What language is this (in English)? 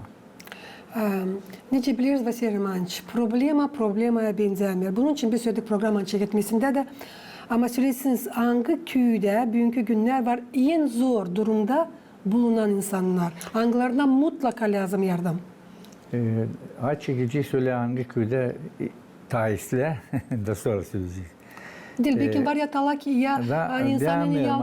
Gagauz